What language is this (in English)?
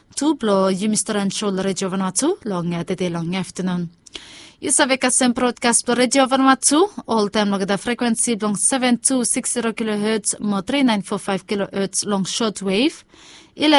Bislama